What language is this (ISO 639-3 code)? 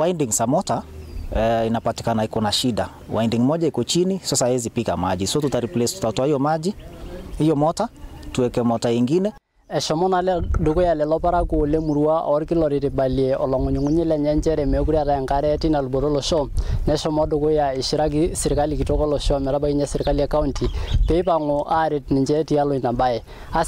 mas